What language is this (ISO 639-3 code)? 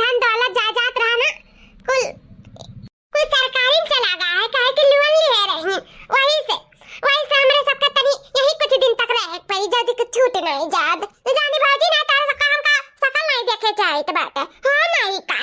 awa